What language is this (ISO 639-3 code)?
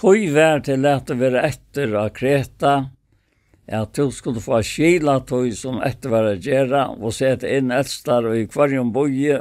fao